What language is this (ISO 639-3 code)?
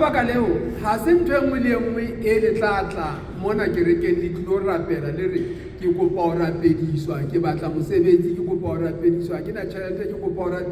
sot